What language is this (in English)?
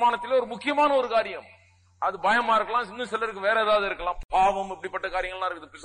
Tamil